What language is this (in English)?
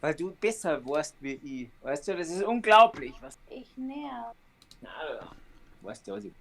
Bavarian